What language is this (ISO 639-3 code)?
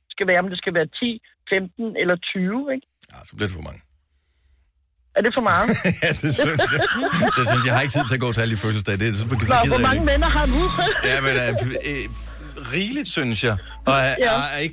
dan